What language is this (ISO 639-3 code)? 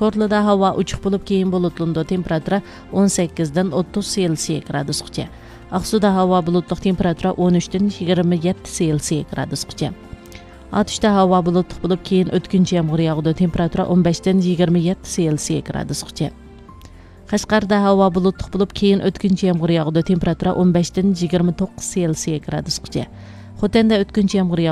uig